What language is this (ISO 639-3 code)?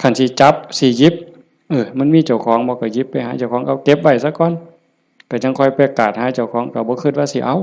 tts